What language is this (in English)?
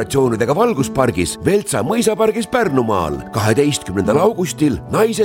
Estonian